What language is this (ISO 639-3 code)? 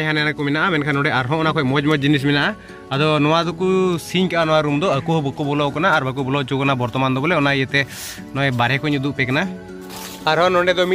sat